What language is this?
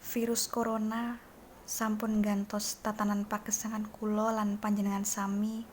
Javanese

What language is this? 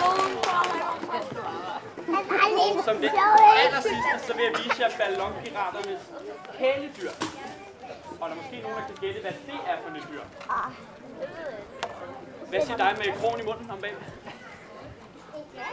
Danish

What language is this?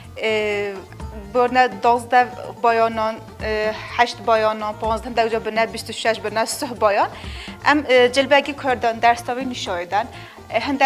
Kurdish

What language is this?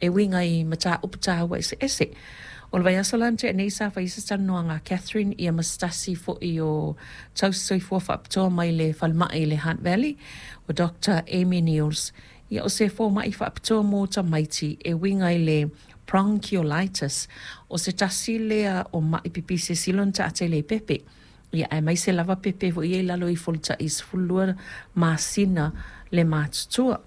Samoan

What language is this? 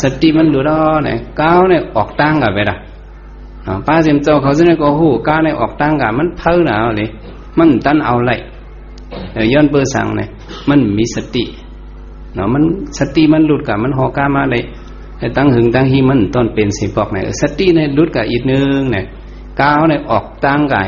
Shan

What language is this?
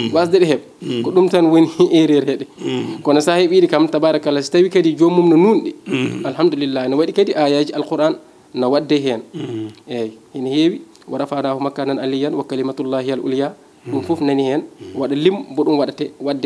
Fula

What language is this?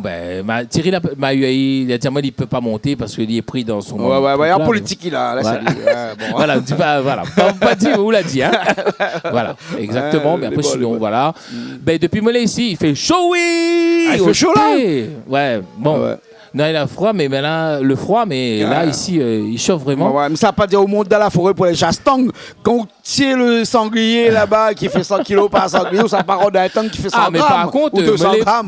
Réunion Creole French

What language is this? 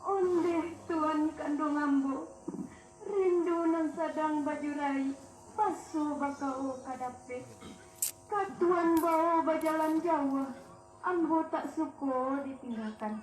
Minangkabau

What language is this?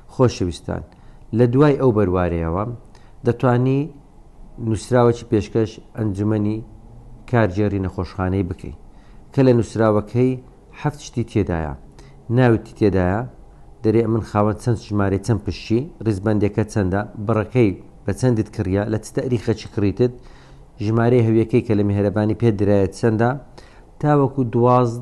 Central Kurdish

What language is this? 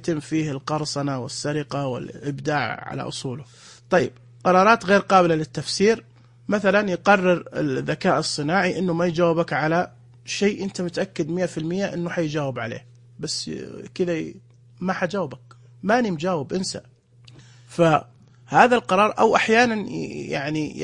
Najdi Arabic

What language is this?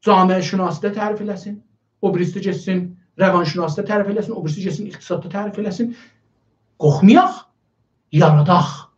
South Azerbaijani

